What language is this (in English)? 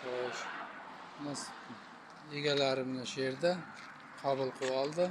Uzbek